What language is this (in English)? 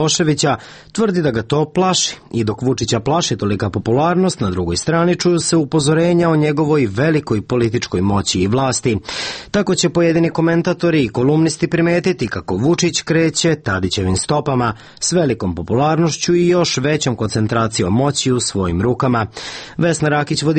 Serbian